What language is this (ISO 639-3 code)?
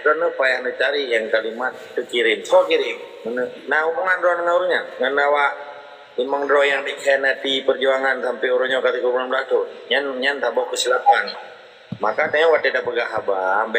ace